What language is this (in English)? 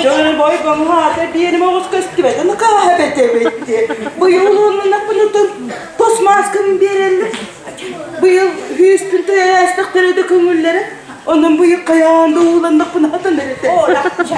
Yakut